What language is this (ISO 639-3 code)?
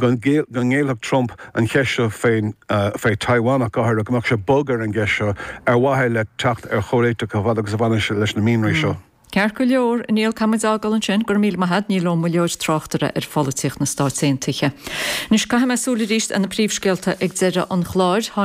gle